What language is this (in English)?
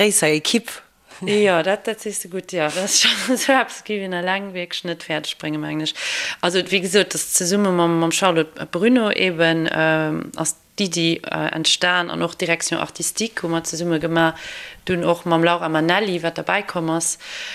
Luxembourgish